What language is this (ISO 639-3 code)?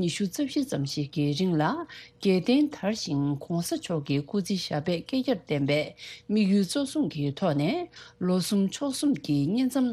bod